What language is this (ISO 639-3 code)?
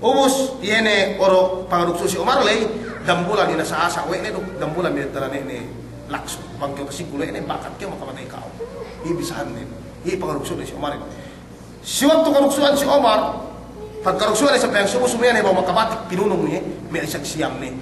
yka